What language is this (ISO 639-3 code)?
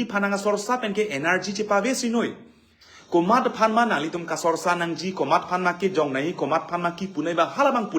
mjw